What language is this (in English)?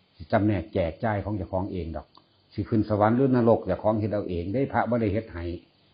Northeastern Thai